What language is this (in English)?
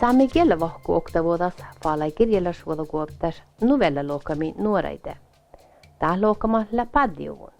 Northern Sami